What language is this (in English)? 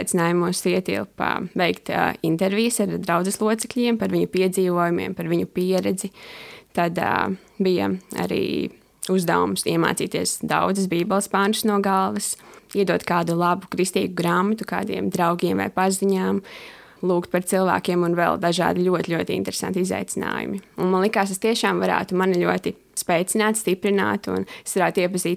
Latvian